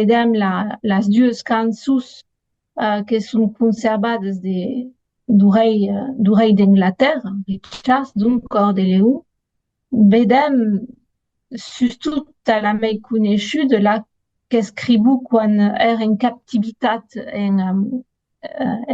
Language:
Occitan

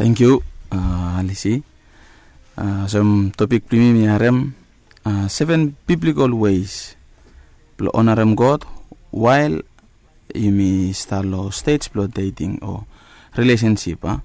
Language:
Bislama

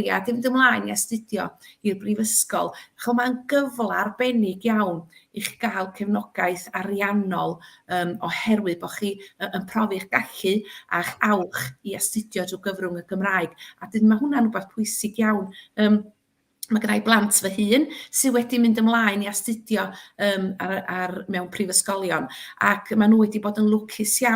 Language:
Welsh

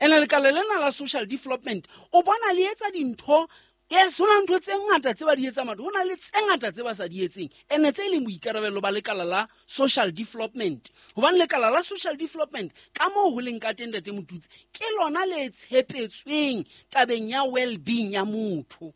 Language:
Southern Sotho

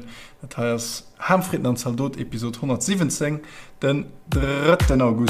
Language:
Luxembourgish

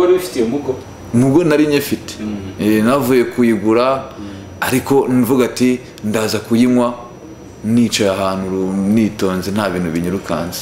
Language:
Kinyarwanda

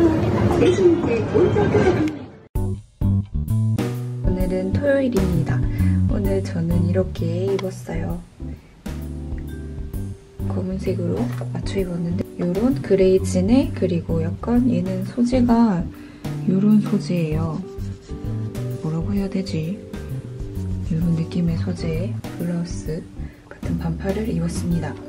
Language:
Korean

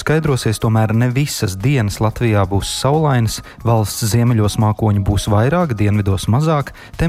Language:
Latvian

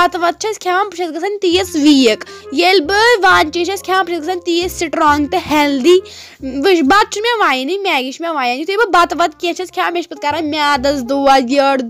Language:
Kashmiri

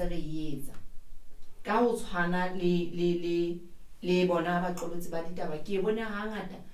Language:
Southern Sotho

